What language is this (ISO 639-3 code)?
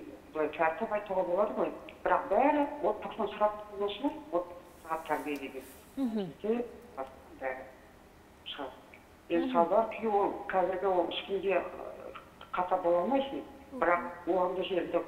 kaz